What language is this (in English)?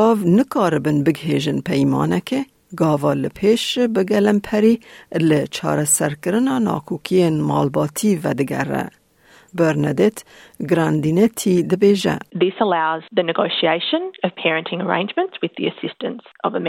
Kurdish